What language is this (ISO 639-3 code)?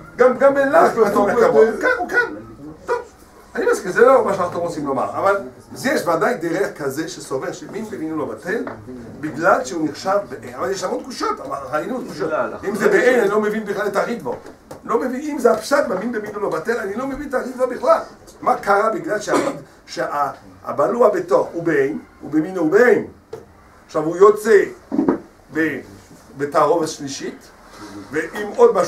heb